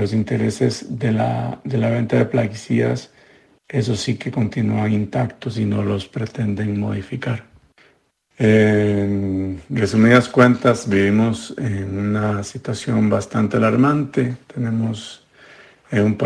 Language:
Spanish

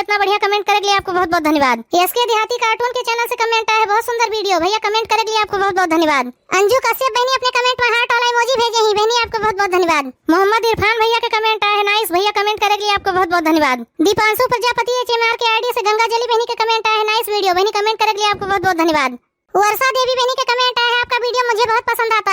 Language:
Awadhi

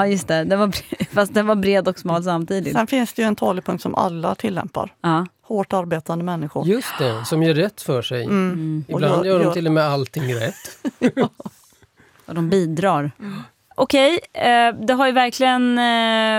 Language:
Swedish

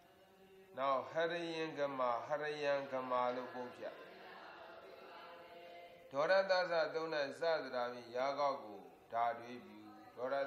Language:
Burmese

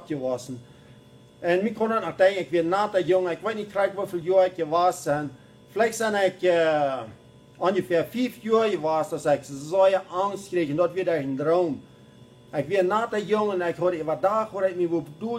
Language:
Plautdietsch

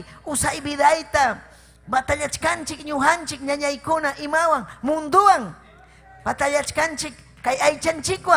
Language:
Ayacucho Quechua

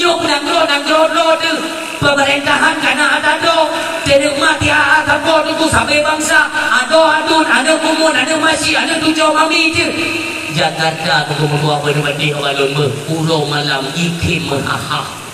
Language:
Achinese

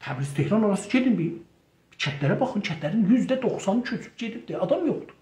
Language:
South Azerbaijani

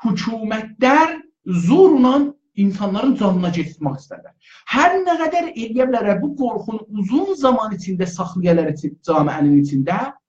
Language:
South Azerbaijani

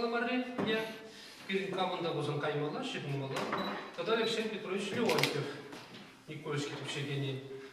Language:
Chuvash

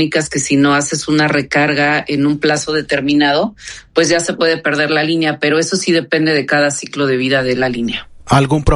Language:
Spanish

